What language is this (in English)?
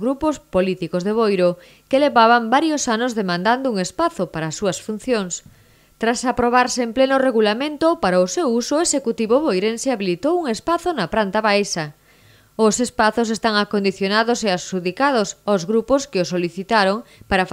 Galician